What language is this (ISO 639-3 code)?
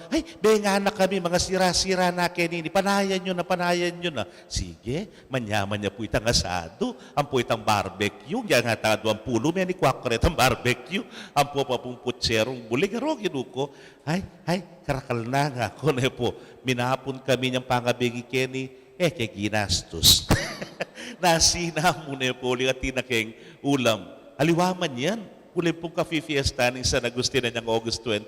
pam